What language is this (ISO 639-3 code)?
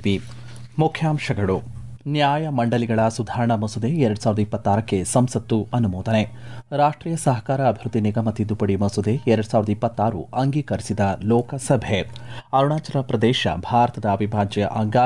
kan